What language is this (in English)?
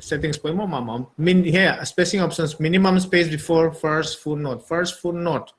Paite Chin